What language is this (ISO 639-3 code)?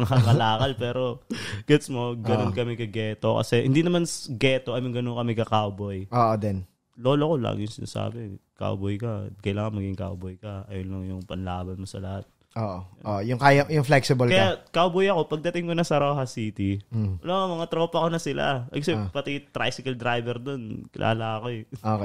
fil